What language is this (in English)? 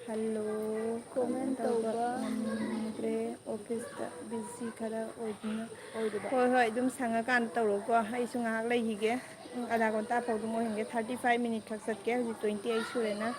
Manipuri